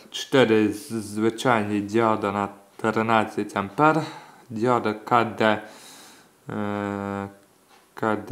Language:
Ukrainian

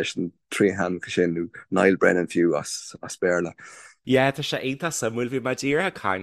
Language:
Irish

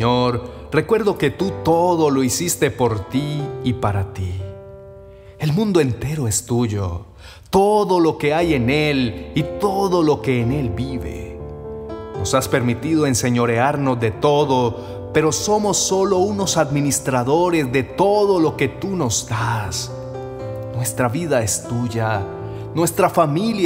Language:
Spanish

